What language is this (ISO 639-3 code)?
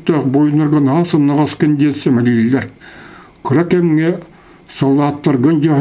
sah